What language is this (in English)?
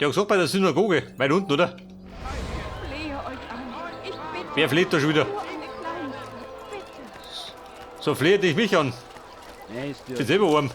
Bavarian